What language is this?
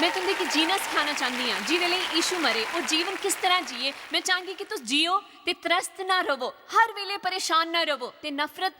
Dogri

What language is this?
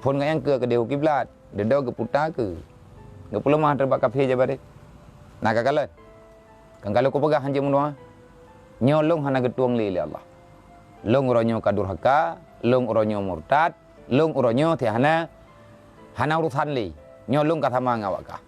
Achinese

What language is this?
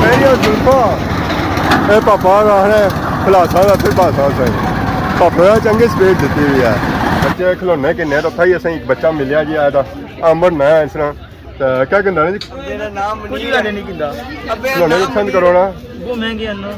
Pahari-Potwari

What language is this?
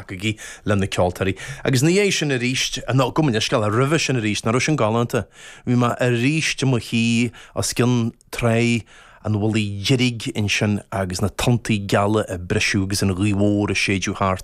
Irish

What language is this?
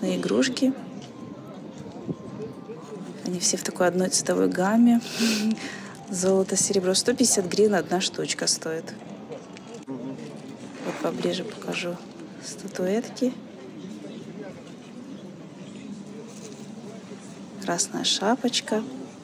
Russian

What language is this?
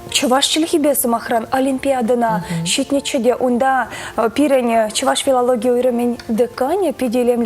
Chuvash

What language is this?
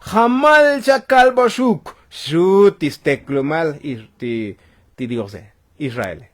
Tzotzil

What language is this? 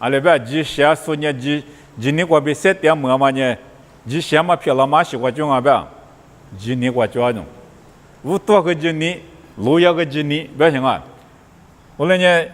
Lisu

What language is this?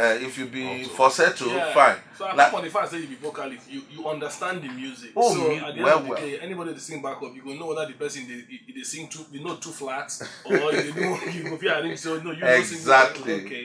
Nigerian Pidgin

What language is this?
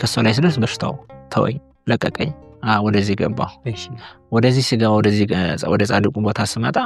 Amharic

